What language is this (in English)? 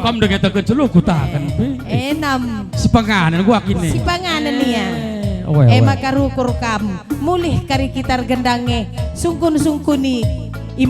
Batak Karo